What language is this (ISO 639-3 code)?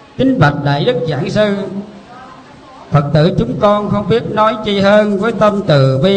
vie